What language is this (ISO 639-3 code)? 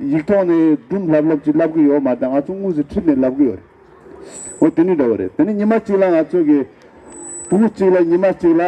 bod